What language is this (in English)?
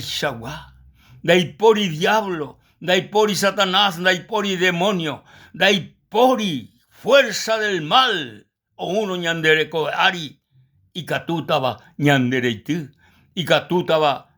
Guarani